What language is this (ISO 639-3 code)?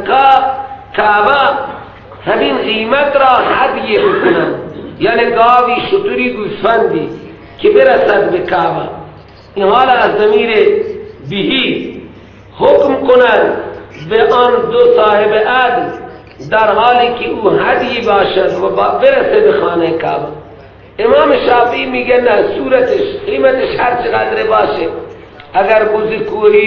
fas